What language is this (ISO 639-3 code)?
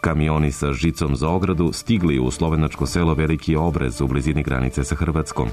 srp